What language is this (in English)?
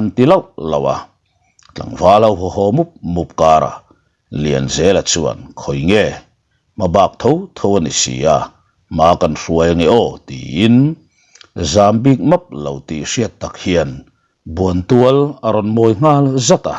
Mizo